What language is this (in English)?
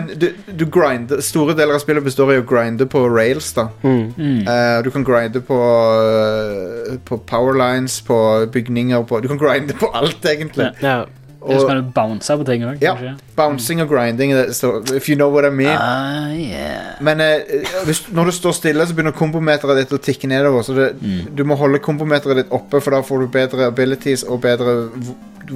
Norwegian